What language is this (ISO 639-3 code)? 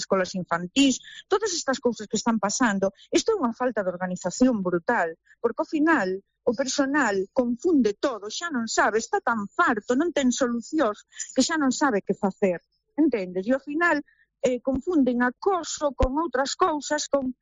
glg